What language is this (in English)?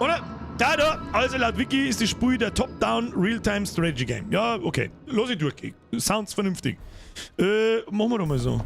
Bavarian